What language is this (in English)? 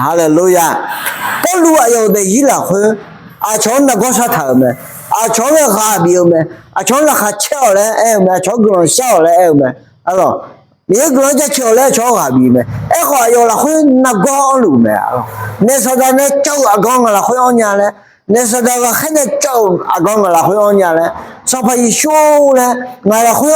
Akha